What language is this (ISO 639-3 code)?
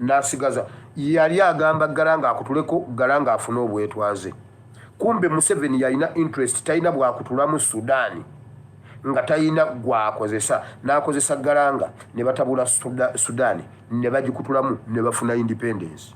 lug